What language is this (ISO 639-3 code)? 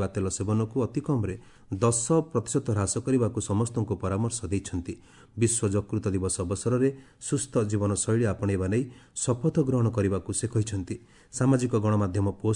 ori